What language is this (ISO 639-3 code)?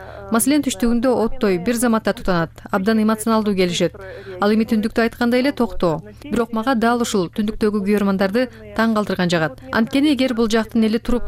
kir